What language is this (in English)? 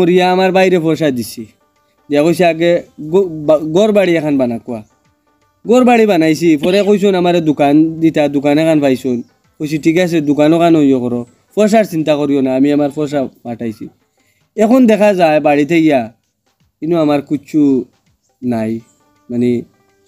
Sylheti